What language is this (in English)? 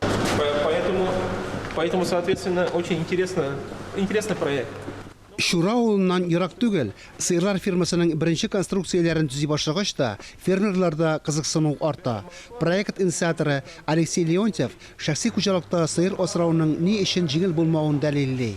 Tatar